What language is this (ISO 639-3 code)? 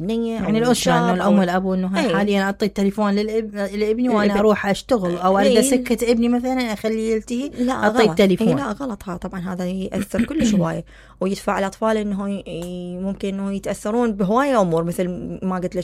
acm